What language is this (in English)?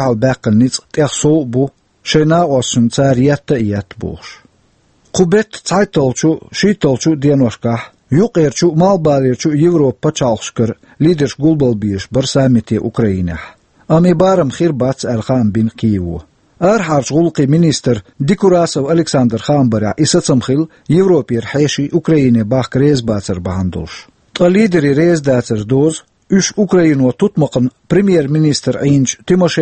Chechen